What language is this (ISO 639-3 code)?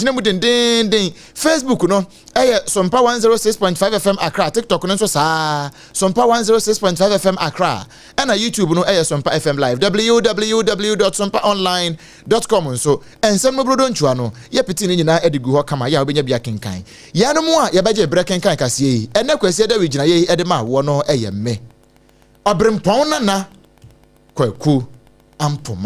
aka